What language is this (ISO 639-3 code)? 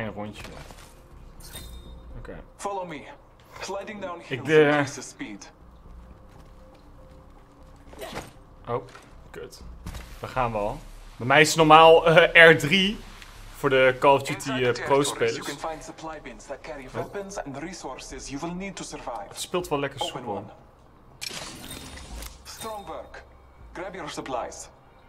nld